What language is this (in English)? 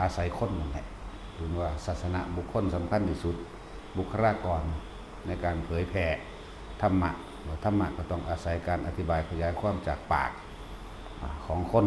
Lao